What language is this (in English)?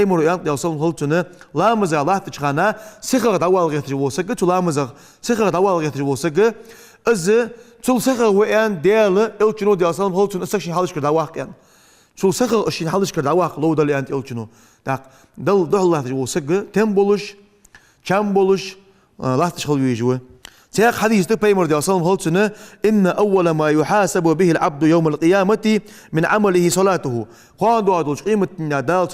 Ingush